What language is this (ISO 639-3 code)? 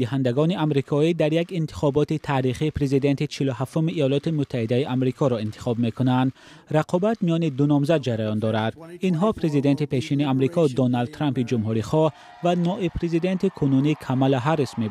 tgk